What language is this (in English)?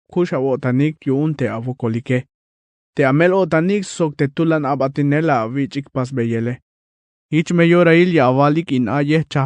Tzeltal